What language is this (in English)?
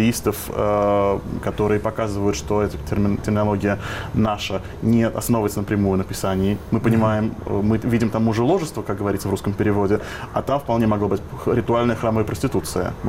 Russian